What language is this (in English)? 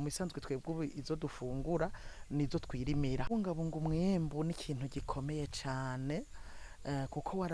Rundi